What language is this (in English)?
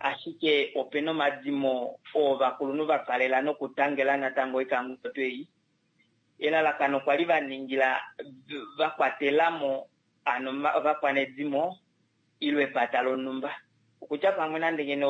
Kuanyama